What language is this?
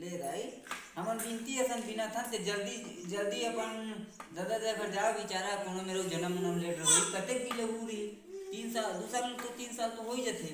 Chhattisgarhi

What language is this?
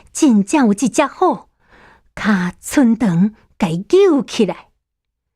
Min Nan Chinese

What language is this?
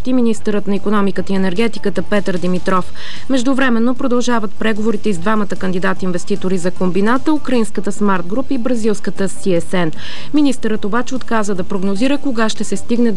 Bulgarian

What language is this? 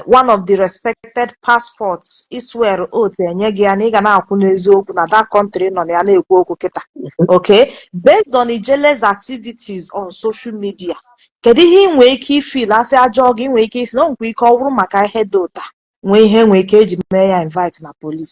Igbo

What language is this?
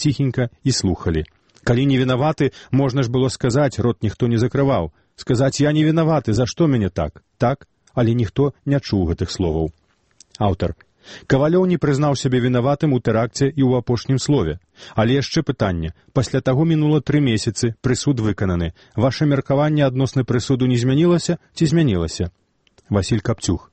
Belarusian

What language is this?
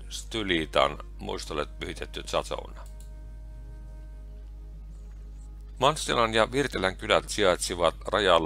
Finnish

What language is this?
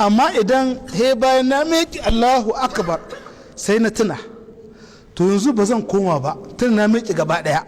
Hausa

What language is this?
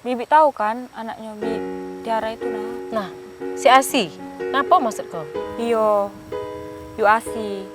Musi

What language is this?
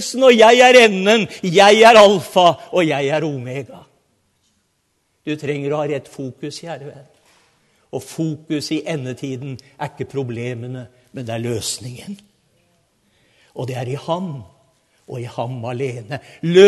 Norwegian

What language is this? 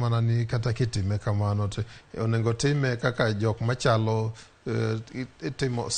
Luo (Kenya and Tanzania)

